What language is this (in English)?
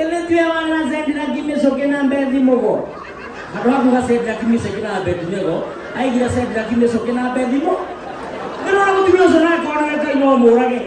Kikuyu